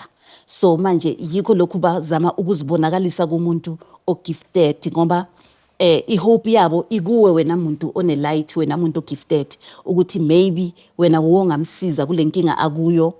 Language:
Zulu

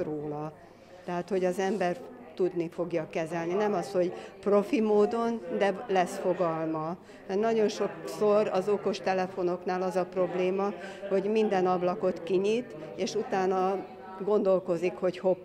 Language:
Hungarian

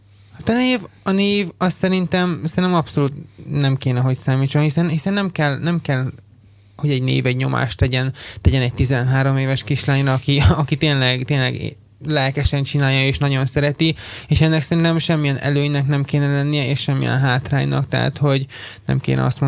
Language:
Hungarian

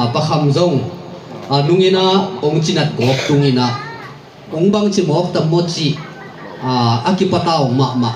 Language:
Tedim Chin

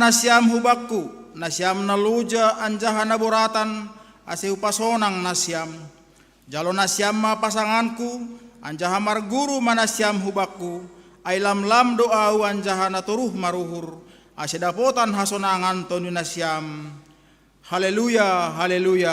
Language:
Batak Simalungun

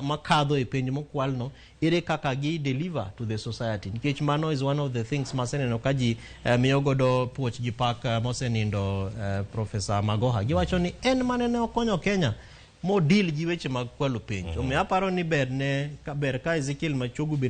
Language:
Luo (Kenya and Tanzania)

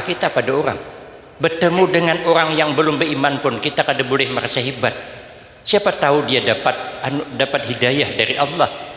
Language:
Banjar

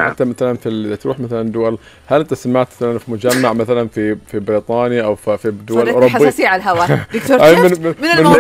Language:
Gulf Arabic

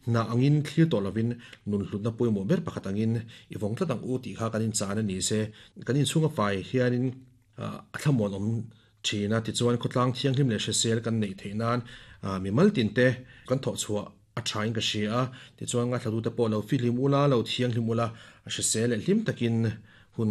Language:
Mizo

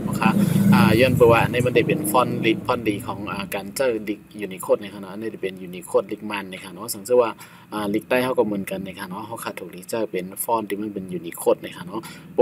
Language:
Shan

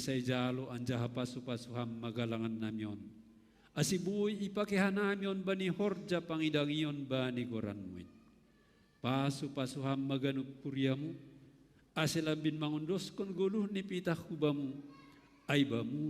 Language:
Batak Simalungun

